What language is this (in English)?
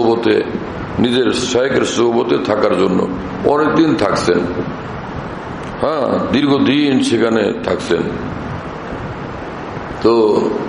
Bangla